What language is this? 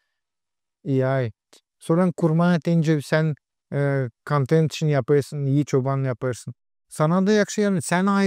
Gagauz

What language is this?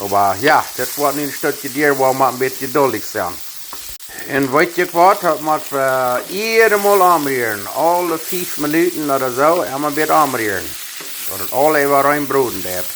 Plautdietsch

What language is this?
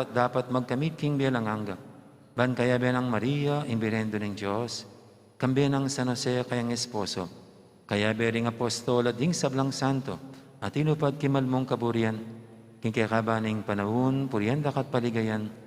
Pampanga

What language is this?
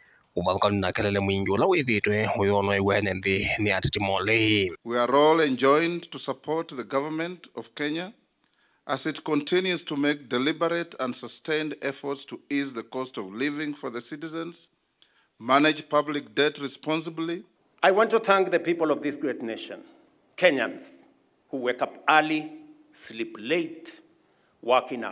Kamba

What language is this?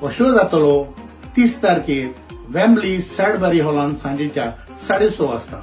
Konkani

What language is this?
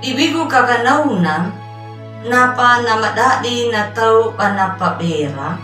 Anakalangu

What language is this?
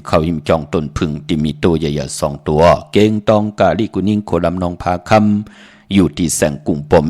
Shan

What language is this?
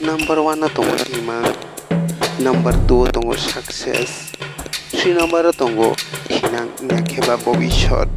Kok Borok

